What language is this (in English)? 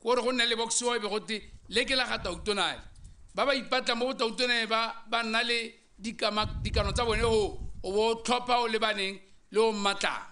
Tswana